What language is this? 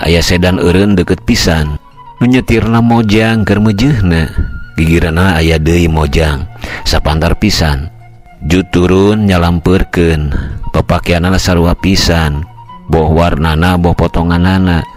Sundanese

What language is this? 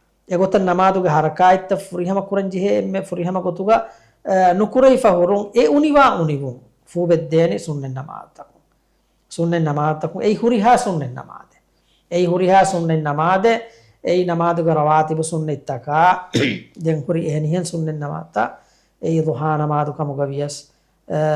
Divehi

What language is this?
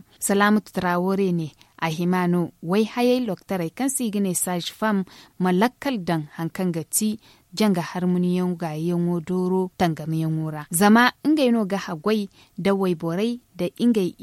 Zarma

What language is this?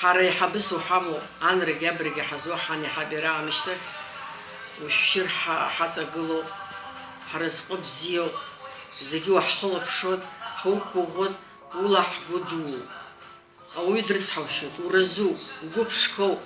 Abkhazian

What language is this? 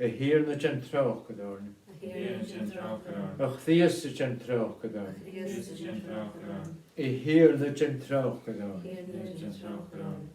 Scottish Gaelic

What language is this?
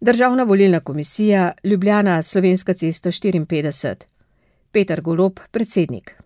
Slovenian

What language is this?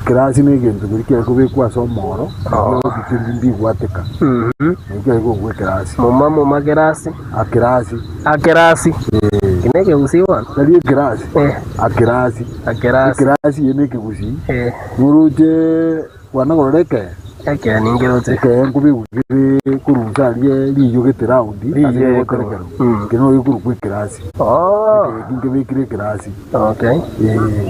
Gusii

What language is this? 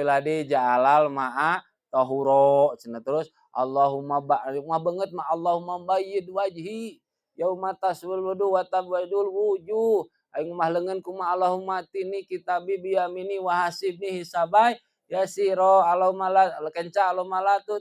Sundanese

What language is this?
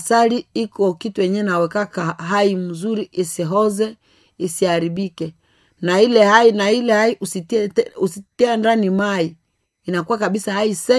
Swahili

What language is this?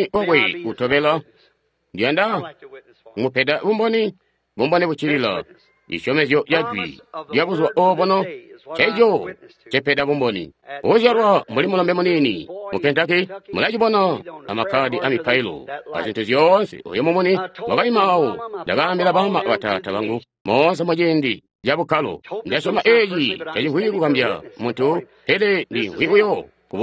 Tonga (Zambia)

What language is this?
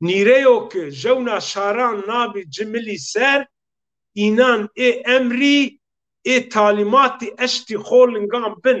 Zaza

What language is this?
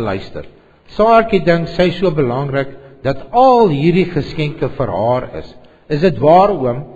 Afrikaans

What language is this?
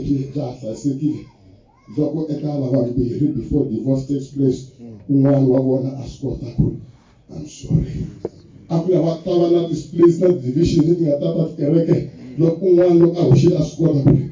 Tsonga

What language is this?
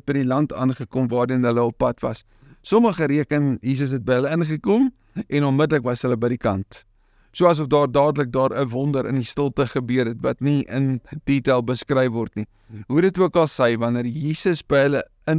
Afrikaans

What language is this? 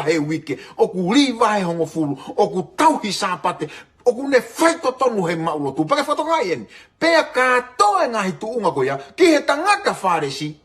Tongan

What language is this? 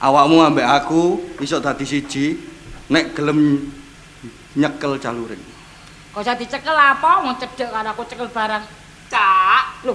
Javanese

